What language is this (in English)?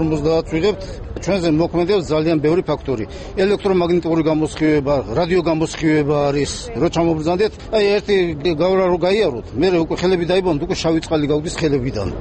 Georgian